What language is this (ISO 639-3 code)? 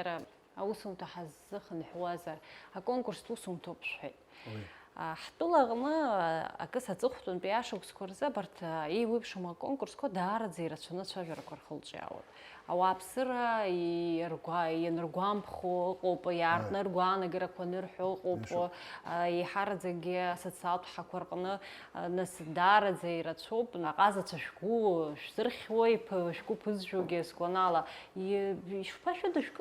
abk